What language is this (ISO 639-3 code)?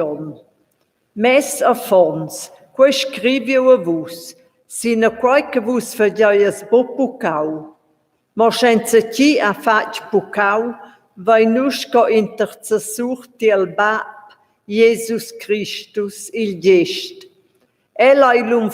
roh